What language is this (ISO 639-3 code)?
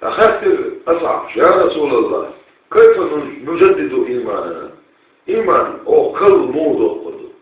che